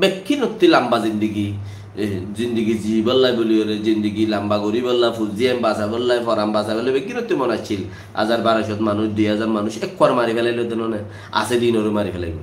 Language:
Rohingya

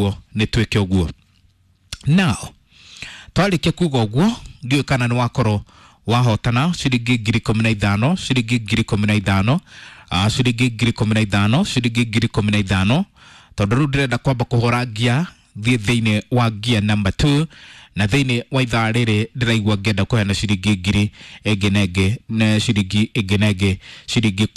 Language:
Kikuyu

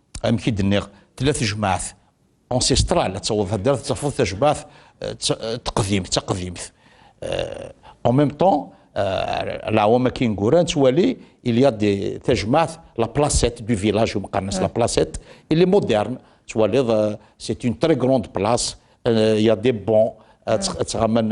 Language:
Kabyle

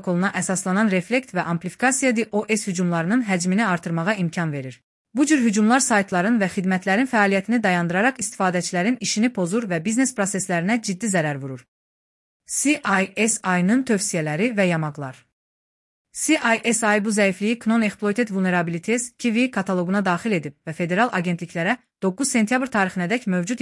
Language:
Azerbaijani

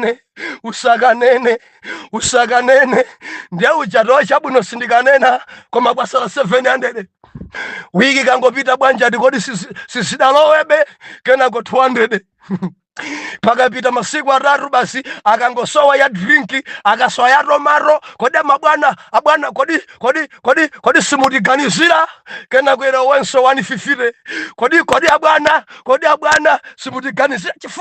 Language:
Nyanja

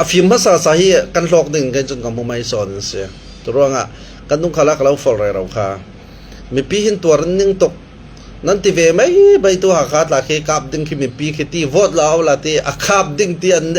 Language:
Falam Chin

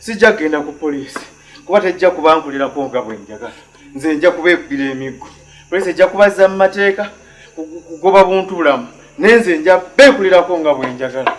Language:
Ganda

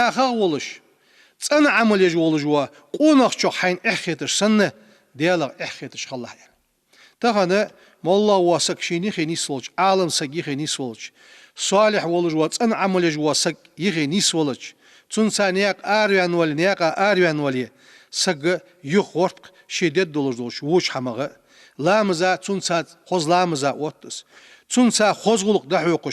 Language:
Ingush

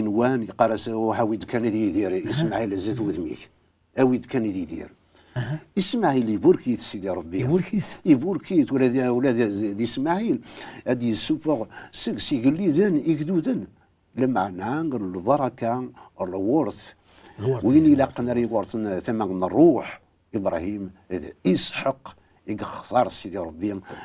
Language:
Kabyle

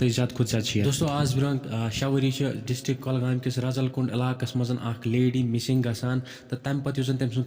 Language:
Kashmiri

